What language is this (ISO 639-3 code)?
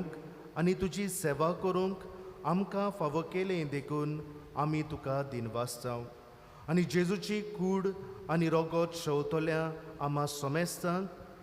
kok